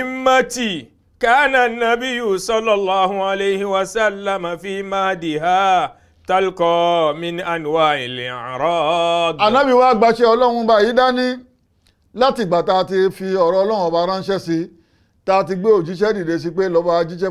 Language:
Yoruba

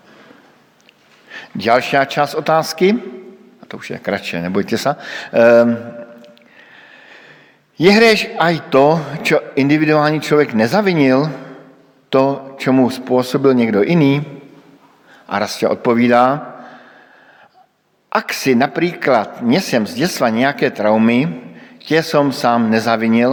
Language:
Slovak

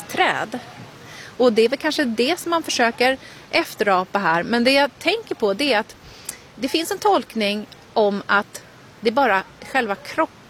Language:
Swedish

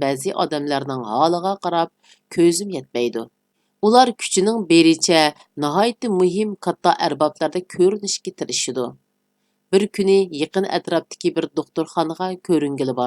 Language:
Uyghur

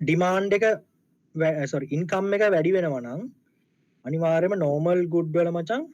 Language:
Sinhala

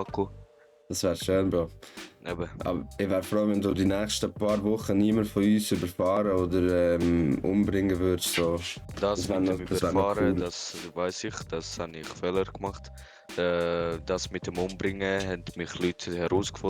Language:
Swiss German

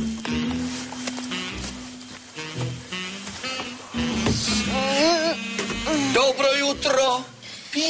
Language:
Bulgarian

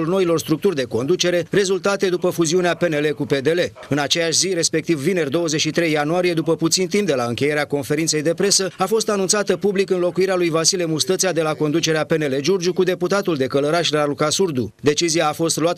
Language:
Romanian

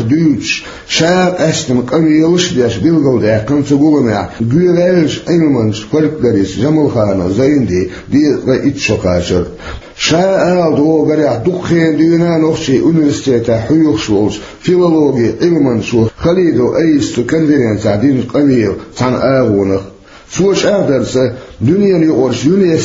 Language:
Chechen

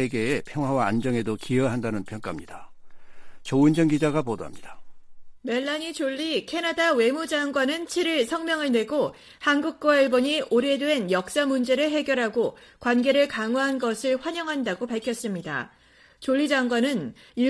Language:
Korean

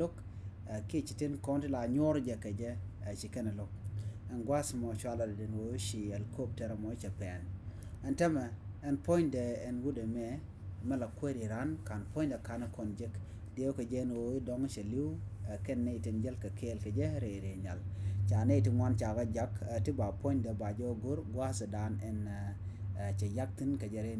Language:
Nuer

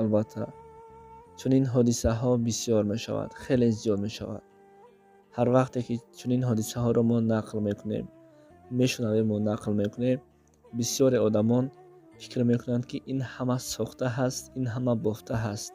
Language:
Tajik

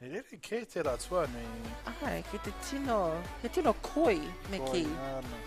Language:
Māori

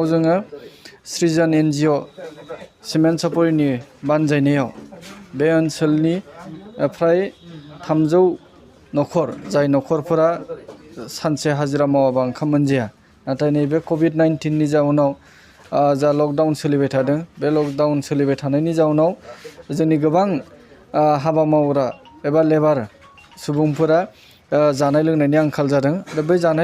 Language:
Bodo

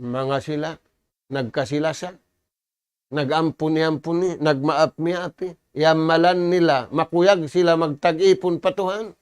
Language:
Tausug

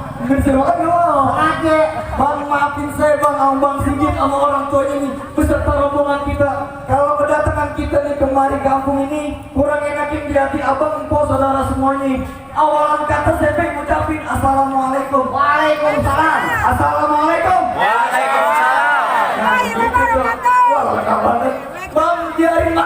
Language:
Betawi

